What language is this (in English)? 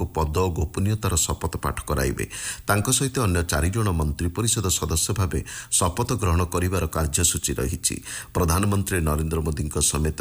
Odia